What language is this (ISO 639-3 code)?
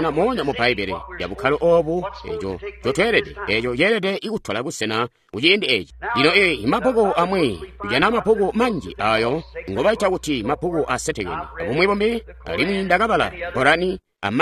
toi